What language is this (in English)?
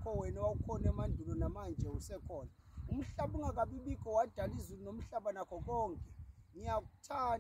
Zulu